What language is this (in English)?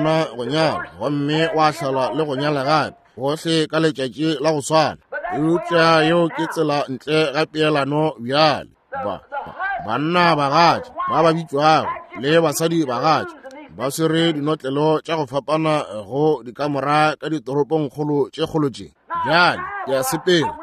Northern Sotho